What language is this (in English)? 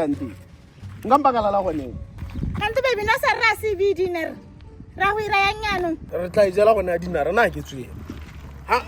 Tswana